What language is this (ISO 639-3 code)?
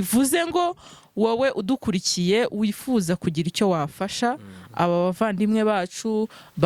kin